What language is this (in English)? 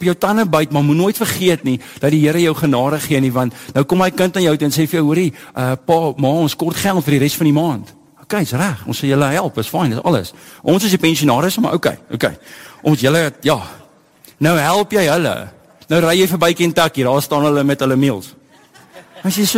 Afrikaans